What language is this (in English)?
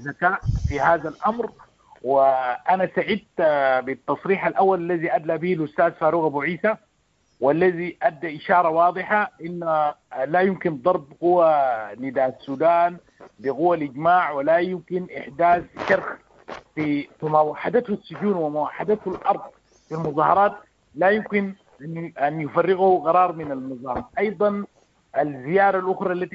Sudanese Arabic